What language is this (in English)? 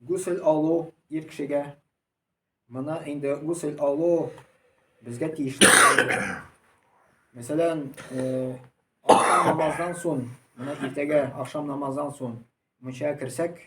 Tatar